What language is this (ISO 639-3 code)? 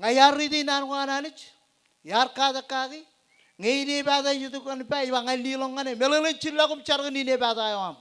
mah